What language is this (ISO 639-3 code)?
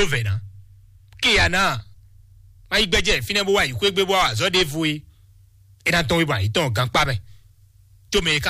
fon